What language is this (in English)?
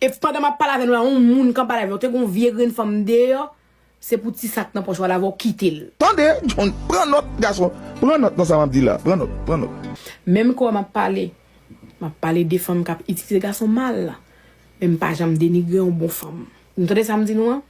Haitian Creole